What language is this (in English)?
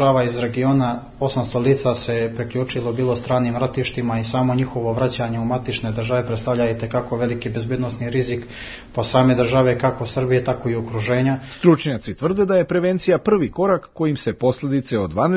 Serbian